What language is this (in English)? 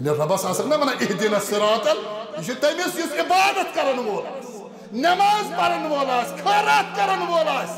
Kashmiri